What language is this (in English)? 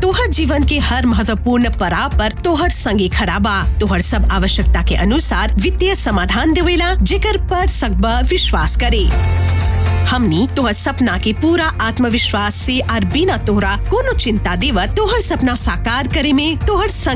Bhojpuri